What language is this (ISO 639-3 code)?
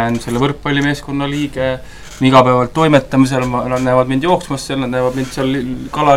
est